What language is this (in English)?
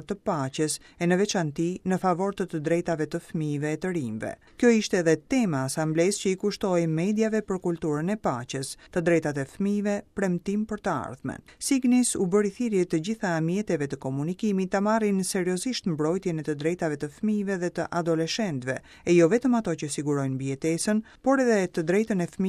Albanian